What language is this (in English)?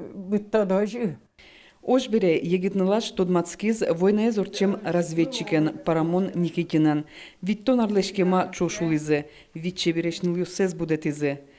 Udmurt